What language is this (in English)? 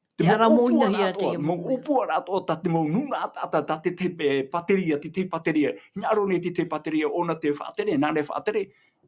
Tahitian